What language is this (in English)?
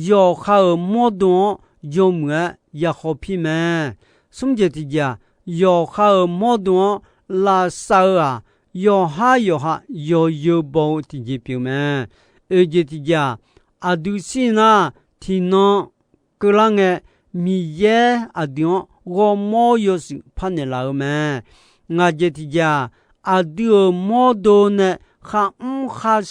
Akha